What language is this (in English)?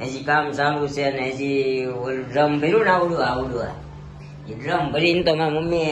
Gujarati